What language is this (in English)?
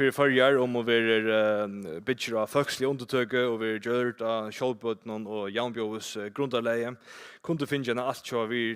Faroese